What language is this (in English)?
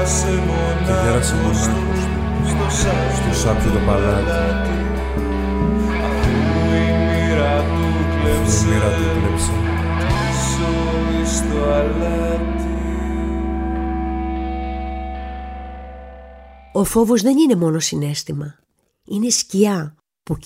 Greek